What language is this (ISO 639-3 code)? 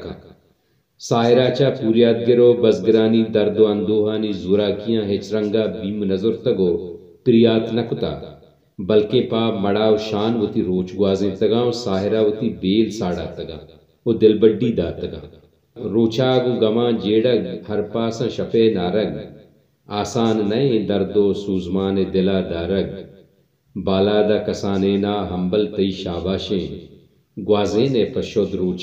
bal